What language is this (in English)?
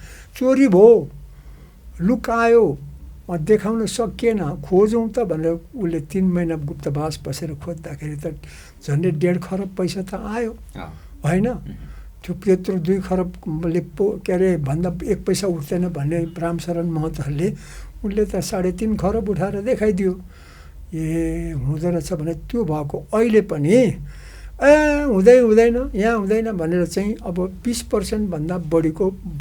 Nepali